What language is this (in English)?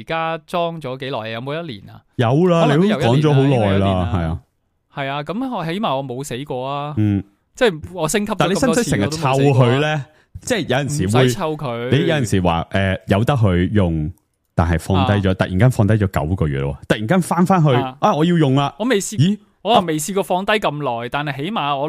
Cantonese